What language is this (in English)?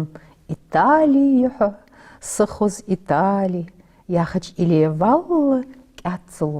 Ingush